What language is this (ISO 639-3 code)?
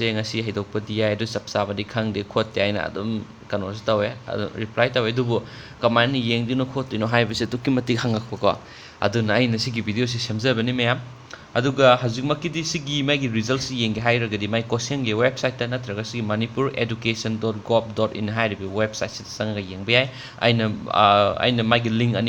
mni